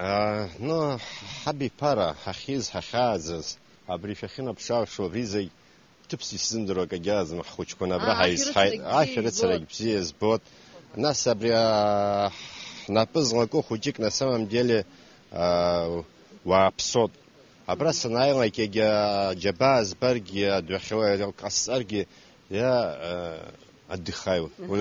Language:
Abkhazian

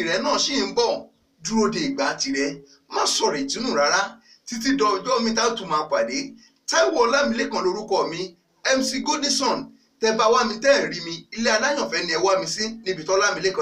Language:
Yoruba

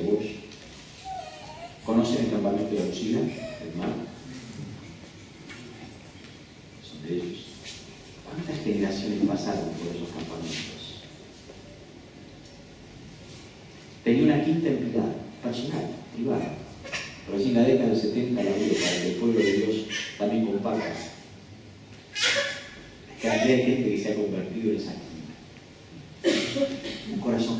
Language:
Spanish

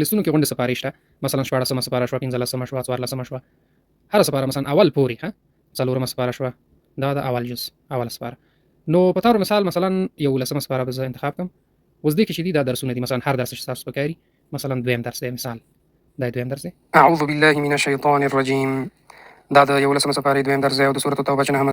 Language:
Pashto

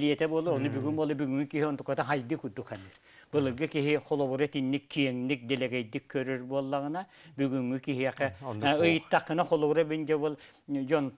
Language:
Yakut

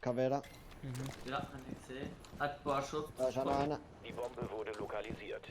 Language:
Swiss German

